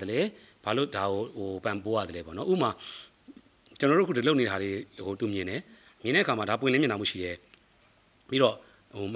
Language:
Burmese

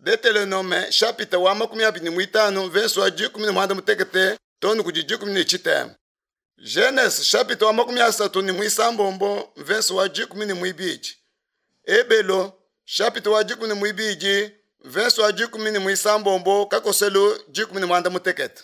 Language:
Luba-Lulua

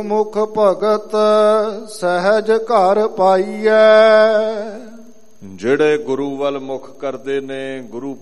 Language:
Punjabi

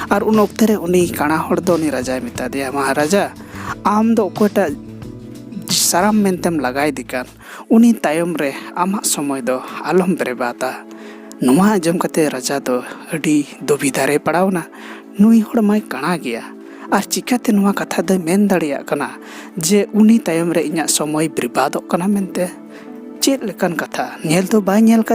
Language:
Santali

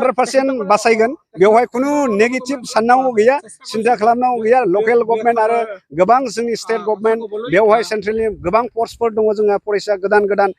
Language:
Bodo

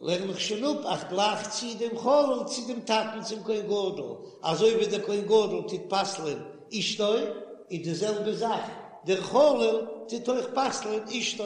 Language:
Yiddish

